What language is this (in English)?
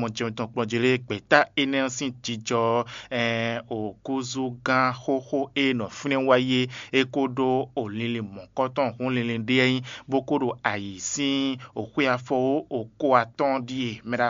Fon